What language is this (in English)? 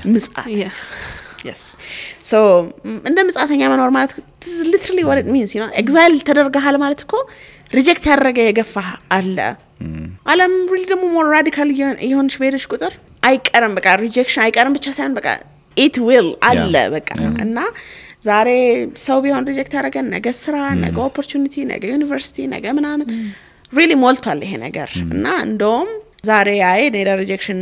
Amharic